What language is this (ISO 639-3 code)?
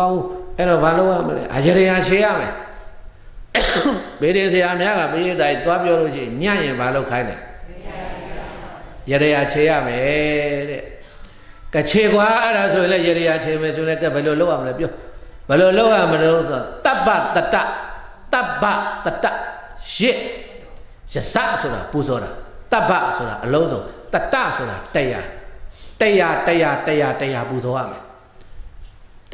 mya